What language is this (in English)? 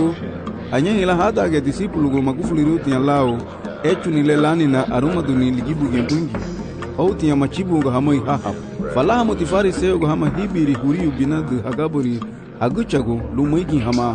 Garifuna